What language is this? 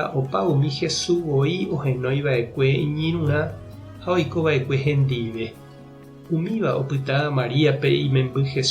Guarani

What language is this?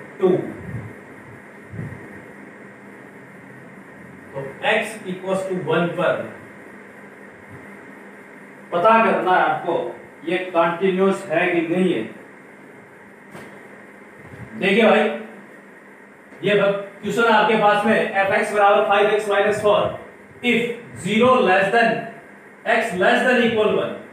Hindi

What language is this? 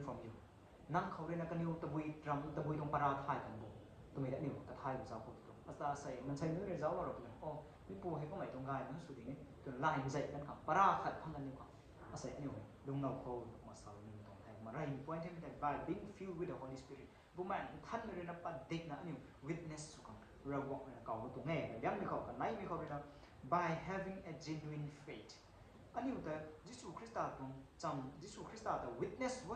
Rongmei Naga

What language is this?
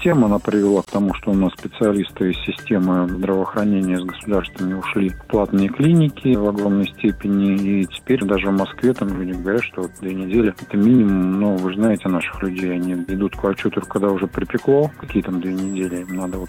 Russian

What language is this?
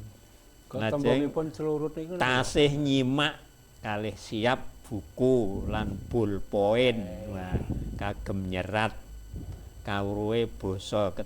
Javanese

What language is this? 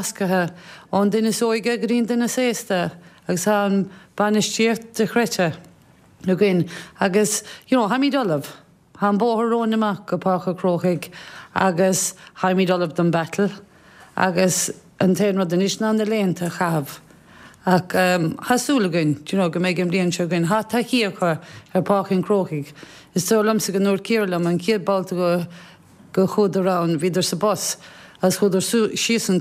Irish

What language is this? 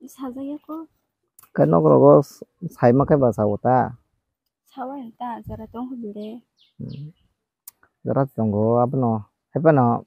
Kok Borok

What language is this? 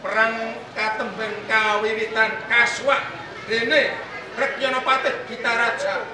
Javanese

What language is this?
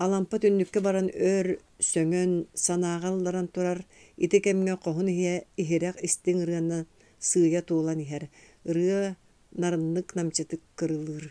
Yakut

